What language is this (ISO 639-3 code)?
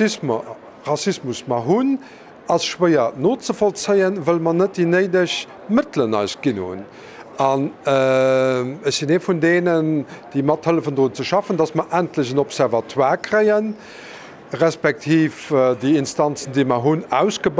ltz